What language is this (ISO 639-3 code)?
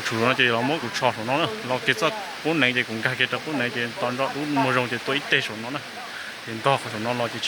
hmn